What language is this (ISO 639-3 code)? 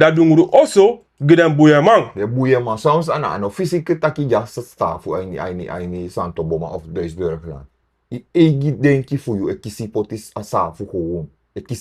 srn